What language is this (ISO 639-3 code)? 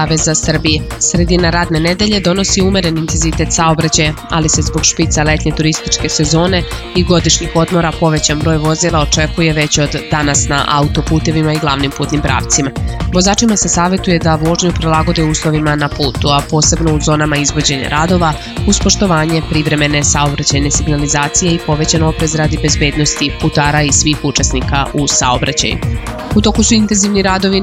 srp